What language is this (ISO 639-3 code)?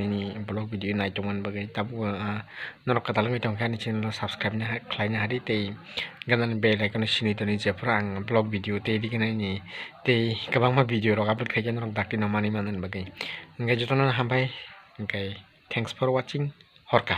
trp